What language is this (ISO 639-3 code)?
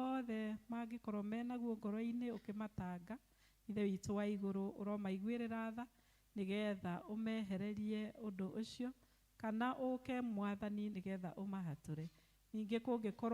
kik